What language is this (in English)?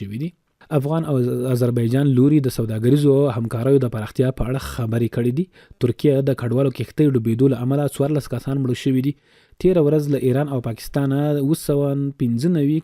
Pashto